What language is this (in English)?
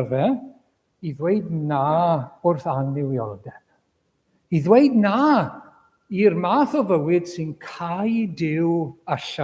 Welsh